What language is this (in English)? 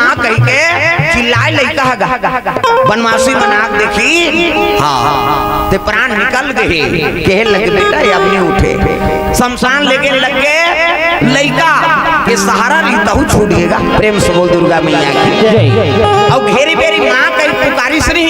Chhattisgarhi